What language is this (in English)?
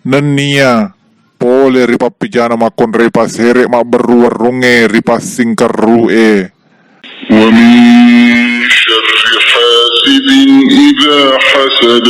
Buginese